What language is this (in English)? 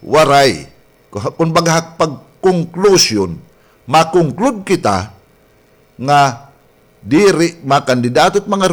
Waray